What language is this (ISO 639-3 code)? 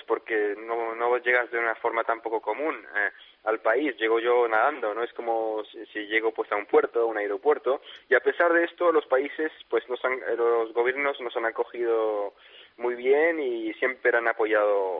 spa